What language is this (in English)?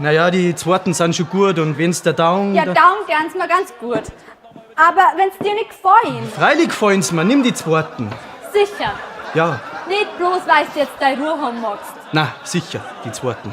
Bavarian